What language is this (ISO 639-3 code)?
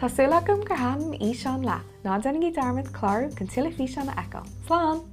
gle